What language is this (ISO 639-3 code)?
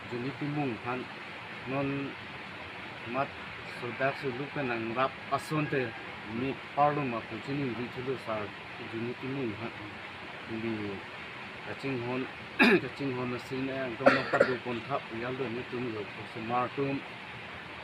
mjw